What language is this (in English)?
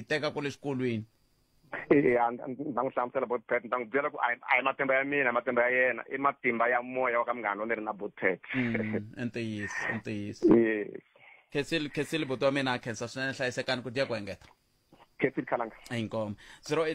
Tsonga